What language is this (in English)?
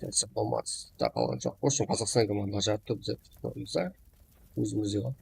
Kara-Kalpak